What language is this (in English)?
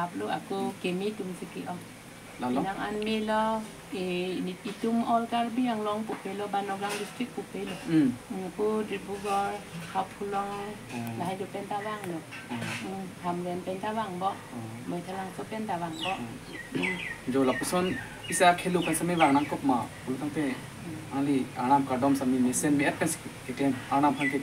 Karbi